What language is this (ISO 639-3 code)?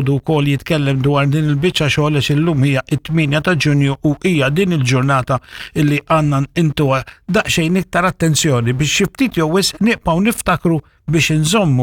mlt